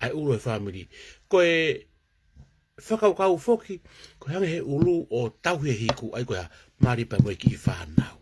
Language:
Tongan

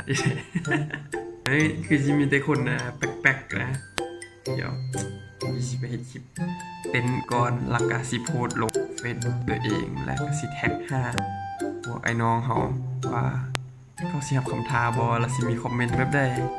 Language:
Lao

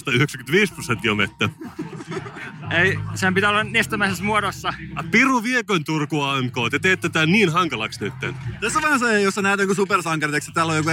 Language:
Finnish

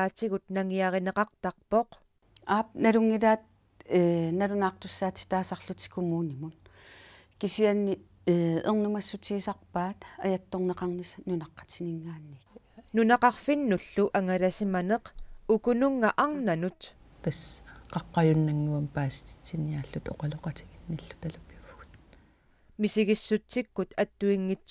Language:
Kalaallisut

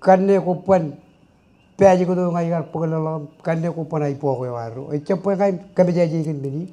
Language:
Marshallese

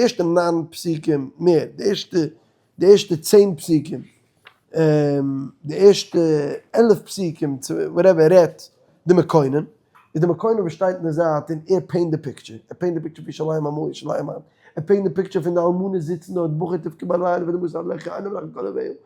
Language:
Yiddish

